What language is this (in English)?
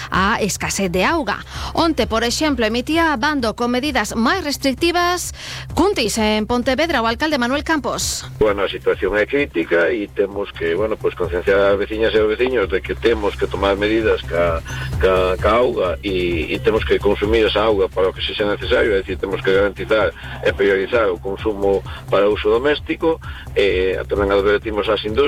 Galician